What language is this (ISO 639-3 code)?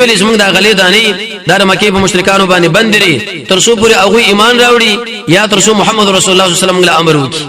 pus